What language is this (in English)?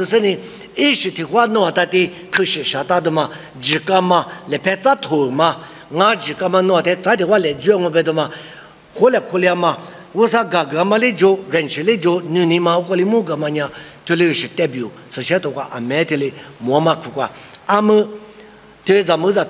Lisu